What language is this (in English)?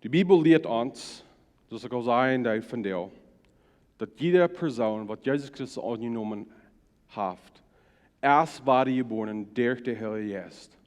Plautdietsch